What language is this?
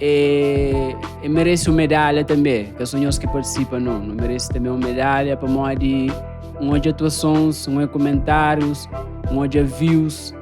Kabuverdianu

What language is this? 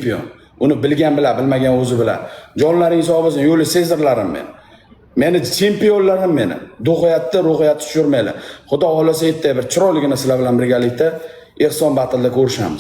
Uzbek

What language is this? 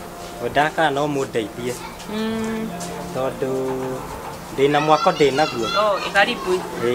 Kikuyu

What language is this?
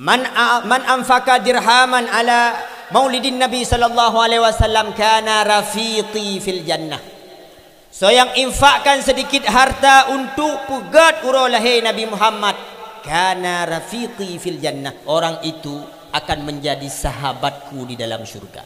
Achinese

